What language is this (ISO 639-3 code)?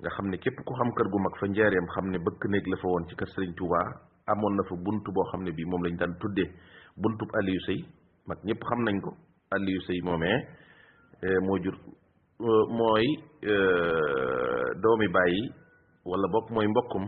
wol